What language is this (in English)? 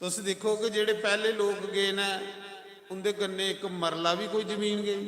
Dogri